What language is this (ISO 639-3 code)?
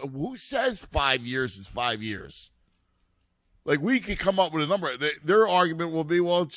eng